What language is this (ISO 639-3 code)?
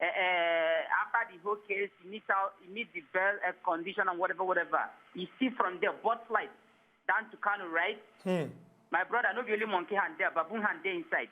pcm